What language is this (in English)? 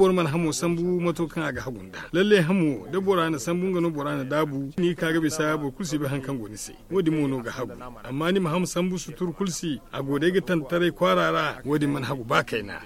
Zarma